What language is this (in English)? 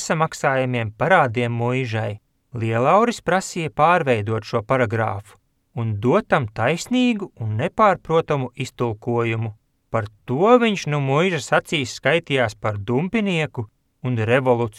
Latvian